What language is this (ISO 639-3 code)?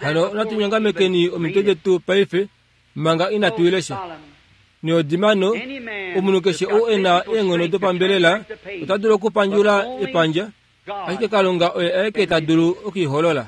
kua